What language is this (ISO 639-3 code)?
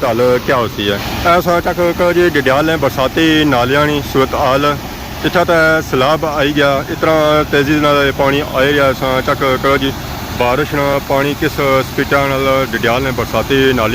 phr